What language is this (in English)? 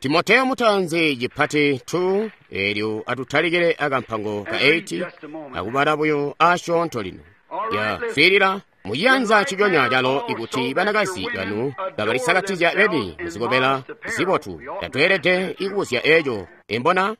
Tonga (Zambia)